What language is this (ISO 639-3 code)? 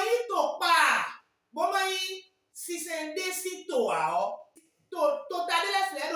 fon